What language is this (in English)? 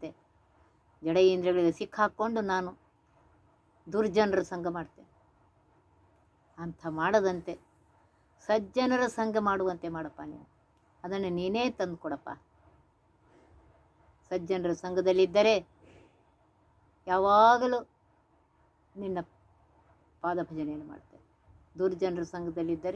Kannada